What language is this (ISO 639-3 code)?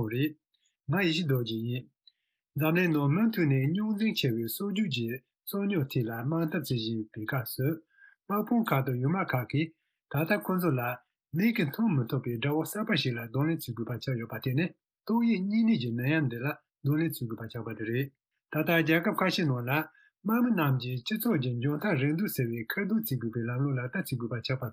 bod